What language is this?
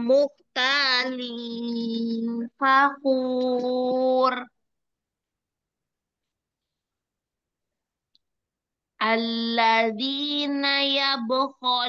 Indonesian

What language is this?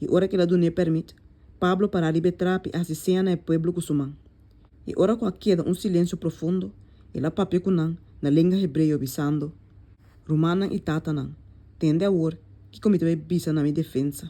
Papiamento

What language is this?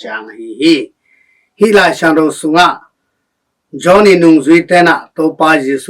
Tedim Chin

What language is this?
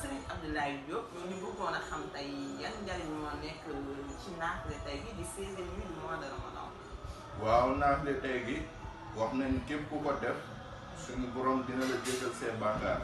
Wolof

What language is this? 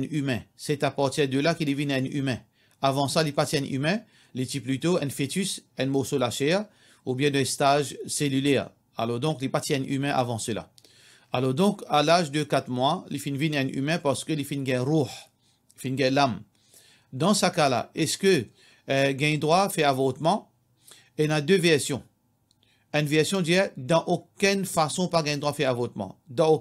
Morisyen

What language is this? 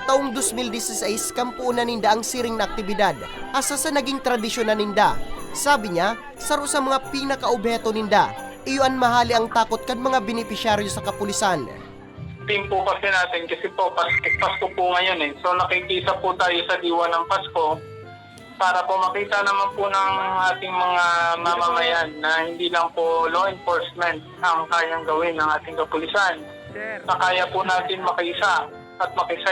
Bikol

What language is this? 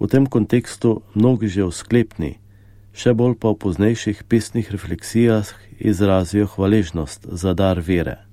Slovenian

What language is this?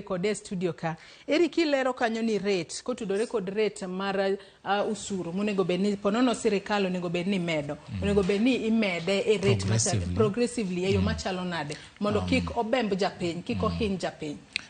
Luo (Kenya and Tanzania)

